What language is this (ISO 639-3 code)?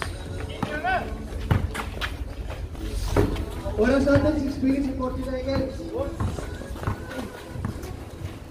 fil